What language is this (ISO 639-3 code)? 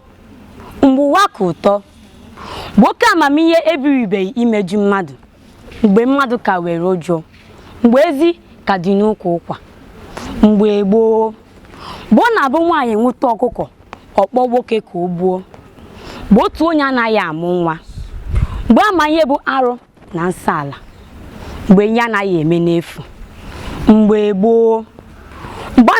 ibo